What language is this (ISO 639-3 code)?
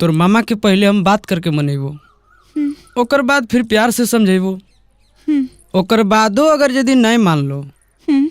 mag